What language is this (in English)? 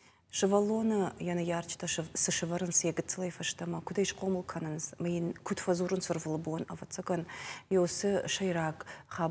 Ossetic